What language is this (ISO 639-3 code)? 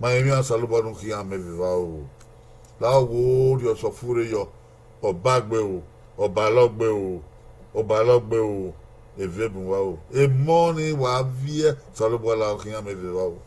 bin